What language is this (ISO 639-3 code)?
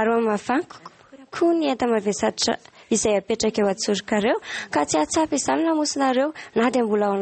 mlg